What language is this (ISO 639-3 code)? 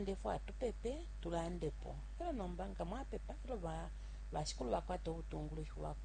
bem